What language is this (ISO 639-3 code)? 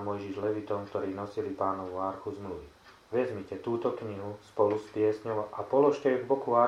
slk